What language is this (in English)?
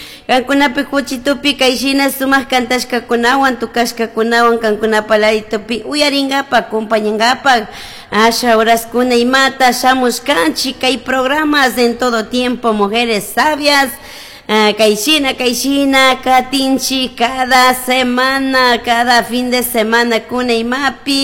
Chimborazo Highland Quichua